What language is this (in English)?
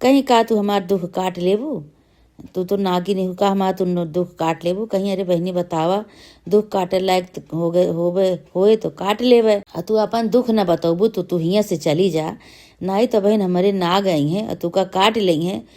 Awadhi